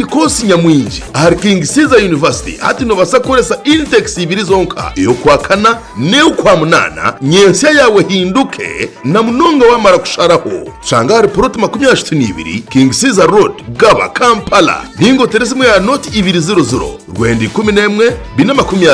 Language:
Nyankole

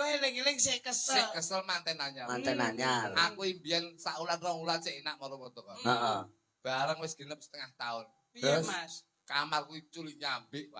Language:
Javanese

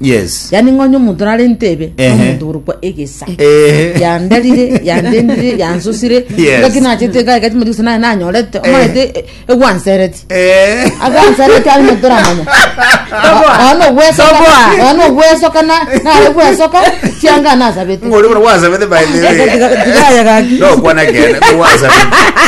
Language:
Gusii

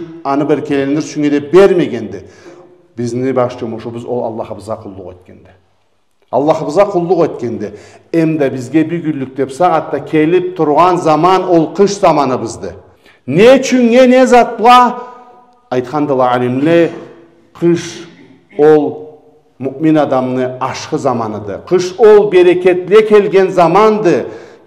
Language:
Karachay-Balkar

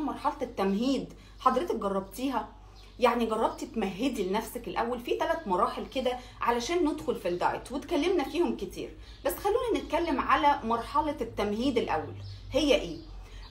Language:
Egyptian Arabic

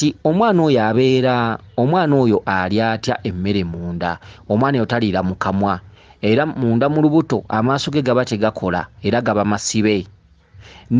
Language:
Ganda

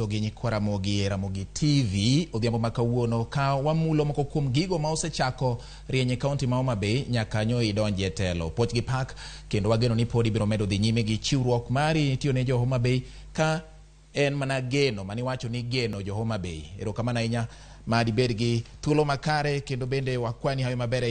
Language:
Luo (Kenya and Tanzania)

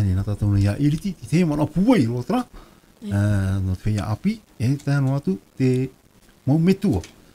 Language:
Tahitian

